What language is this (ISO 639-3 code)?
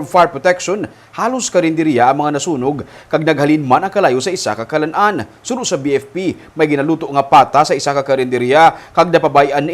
hil